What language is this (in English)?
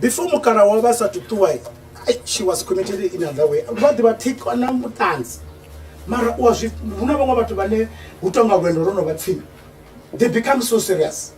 Venda